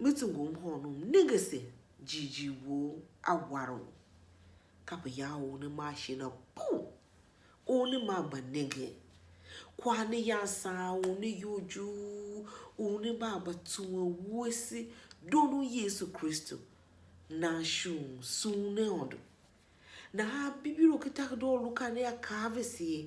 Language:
Tiv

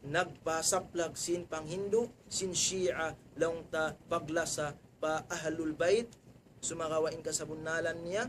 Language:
Tausug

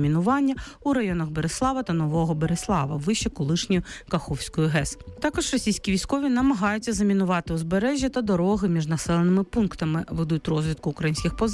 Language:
Ukrainian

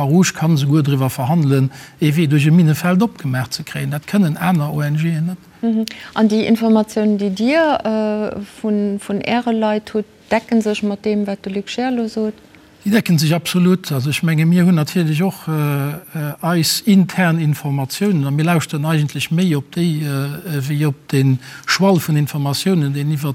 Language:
Luxembourgish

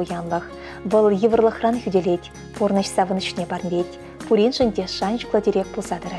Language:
Chuvash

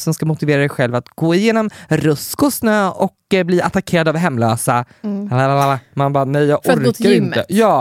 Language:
Swedish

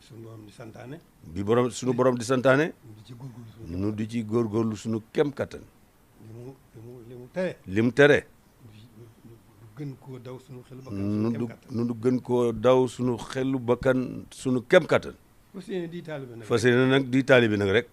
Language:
Wolof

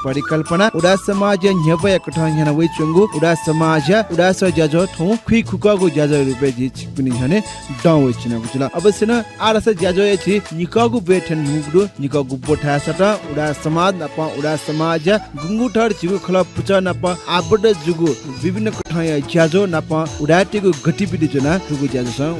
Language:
Newari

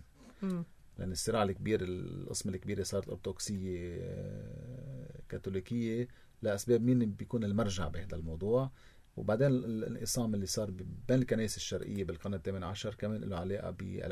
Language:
North Levantine Arabic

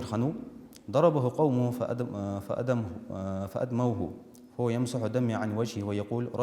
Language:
Ingush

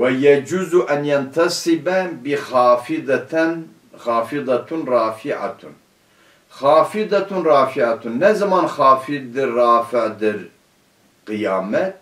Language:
Turkish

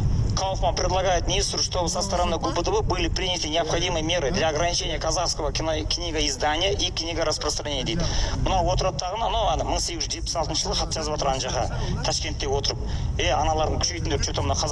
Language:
Kazakh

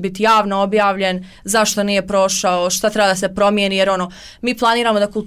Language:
Bosnian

